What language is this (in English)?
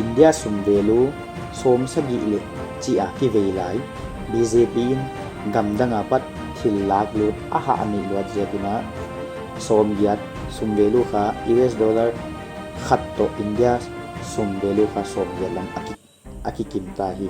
Paite Chin